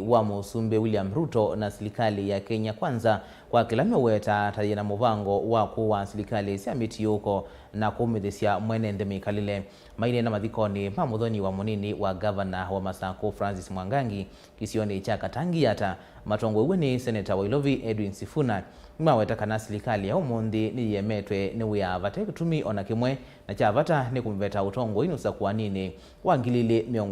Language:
Kamba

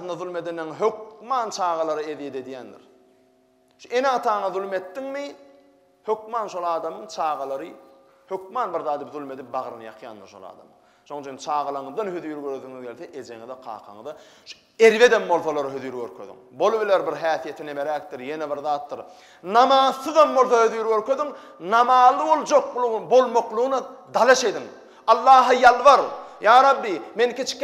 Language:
Turkmen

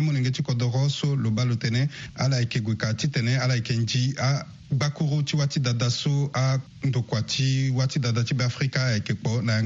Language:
Sango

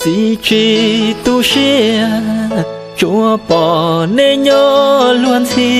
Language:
Hmong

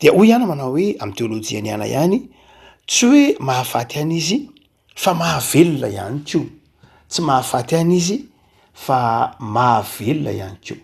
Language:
Malagasy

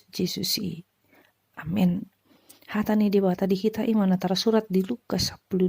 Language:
Batak Toba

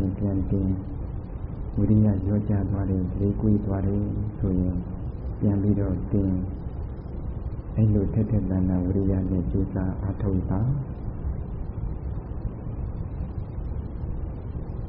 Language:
Burmese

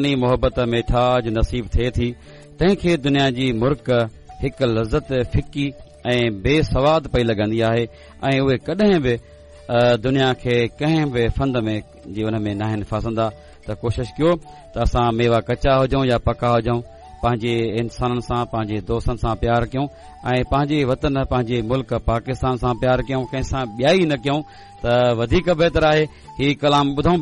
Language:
Sindhi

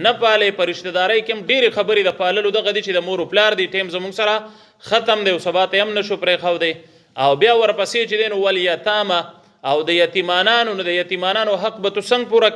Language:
Pashto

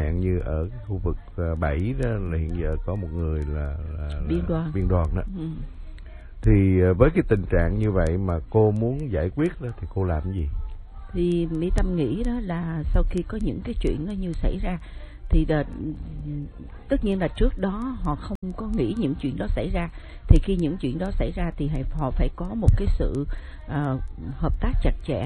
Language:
Vietnamese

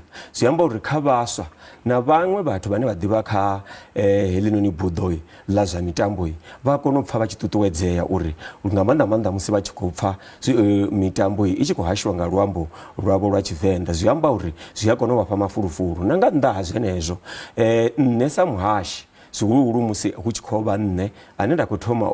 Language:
Venda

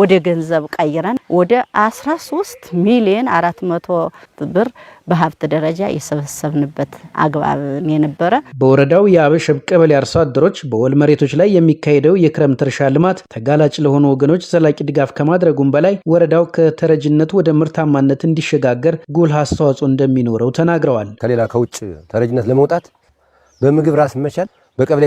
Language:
Amharic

